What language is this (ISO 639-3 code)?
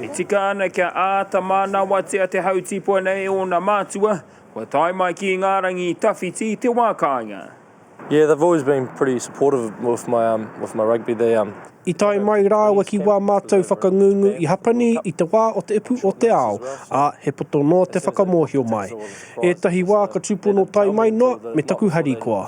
mri